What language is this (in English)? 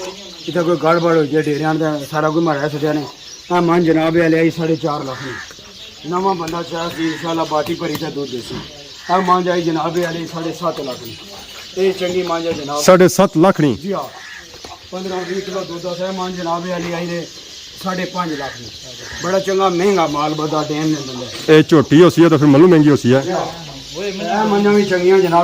Pahari-Potwari